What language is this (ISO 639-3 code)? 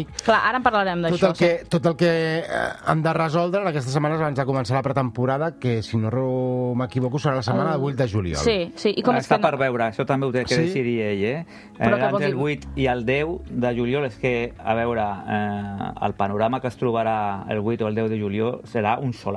cat